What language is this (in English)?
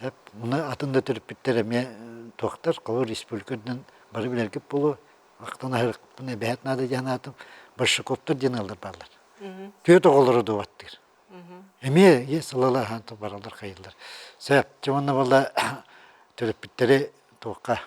Yakut